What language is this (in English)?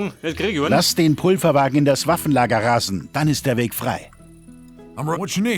Bavarian